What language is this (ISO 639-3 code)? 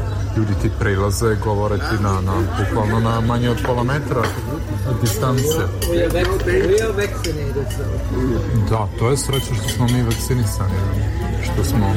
srp